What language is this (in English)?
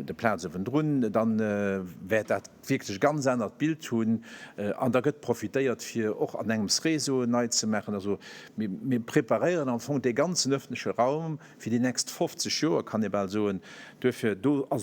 Luxembourgish